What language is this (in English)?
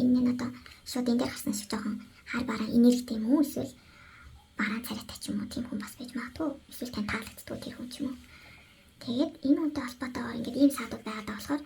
Mongolian